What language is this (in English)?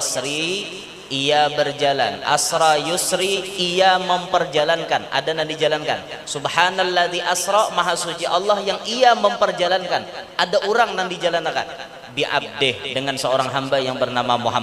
Banjar